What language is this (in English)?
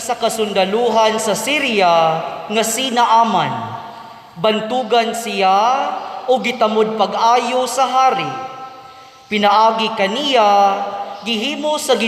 Cebuano